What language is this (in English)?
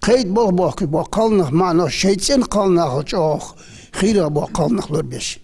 Ingush